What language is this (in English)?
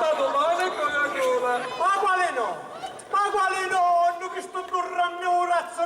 Sicilian